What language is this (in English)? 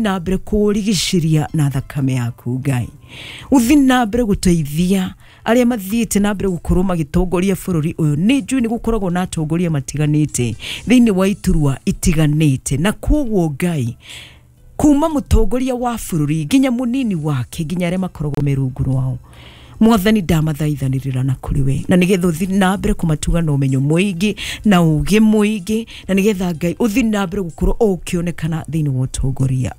Kikuyu